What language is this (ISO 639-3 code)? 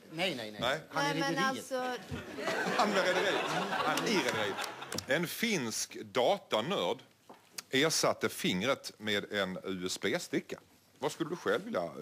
swe